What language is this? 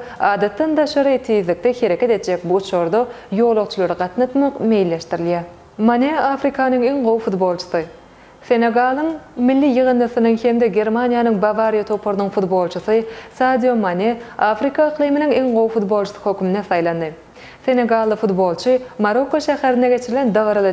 Turkmen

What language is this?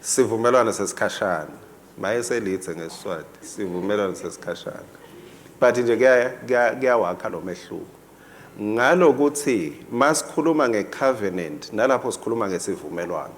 Swati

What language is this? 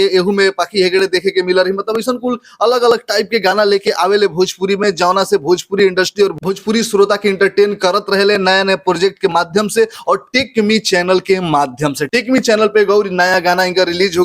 Bhojpuri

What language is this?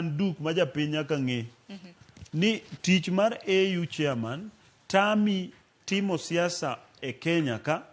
Luo (Kenya and Tanzania)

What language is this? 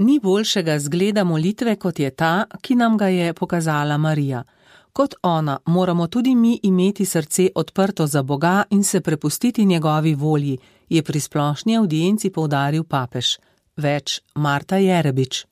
Slovenian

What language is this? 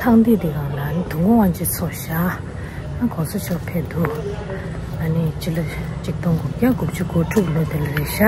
Tibetan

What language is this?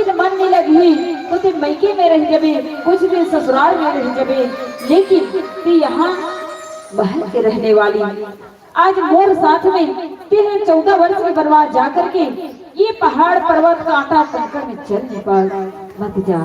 Chhattisgarhi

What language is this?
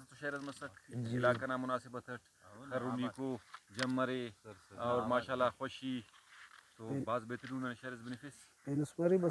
Brahui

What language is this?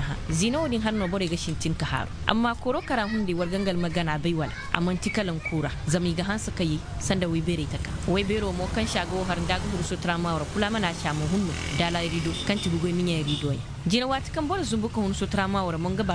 Zarma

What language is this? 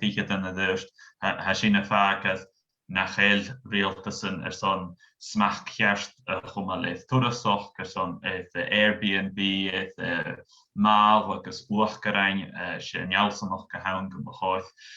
Scottish Gaelic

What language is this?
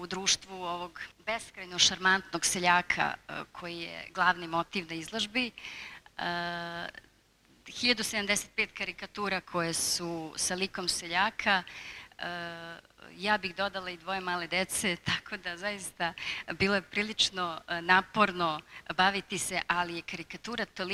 Serbian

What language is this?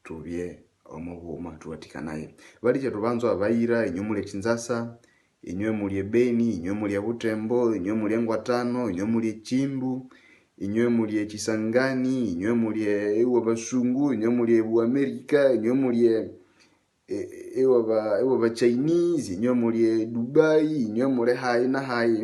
Nande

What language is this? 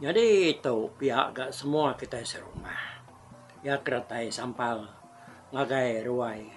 Iban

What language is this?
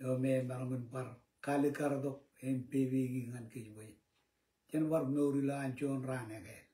Marshallese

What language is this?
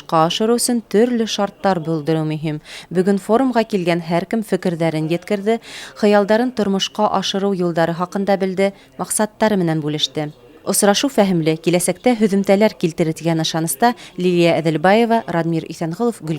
Bashkir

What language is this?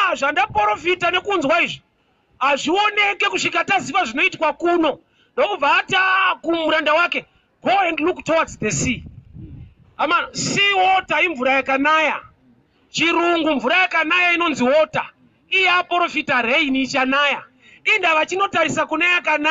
Shona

